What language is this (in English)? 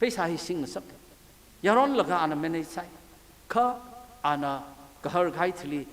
Tangkhul Naga (India)